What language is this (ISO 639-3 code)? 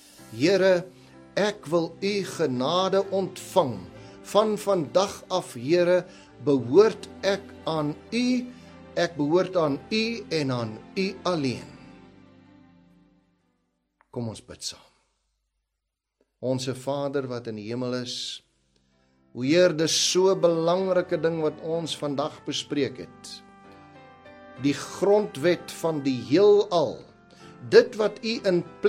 afr